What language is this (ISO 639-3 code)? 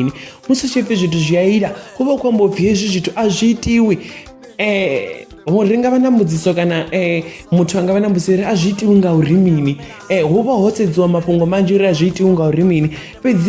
ven